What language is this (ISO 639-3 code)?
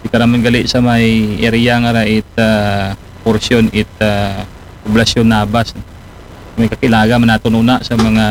akl